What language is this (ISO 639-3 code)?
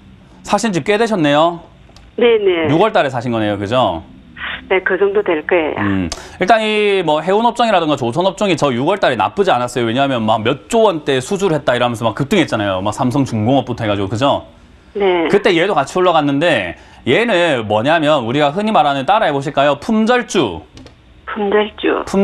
kor